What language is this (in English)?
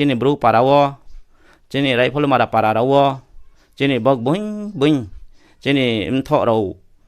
Riang (India)